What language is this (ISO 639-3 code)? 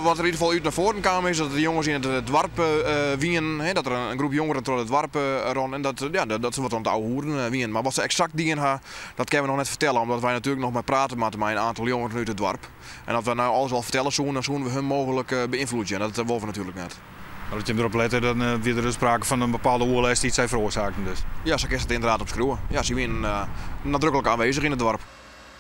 fry